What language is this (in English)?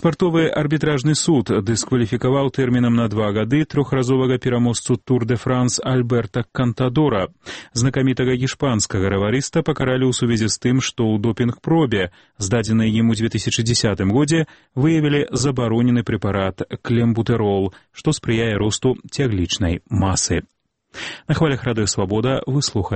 Belarusian